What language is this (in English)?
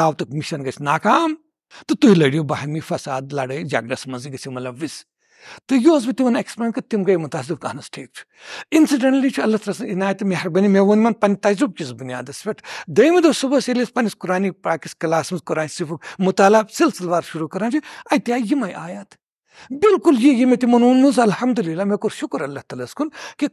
Kashmiri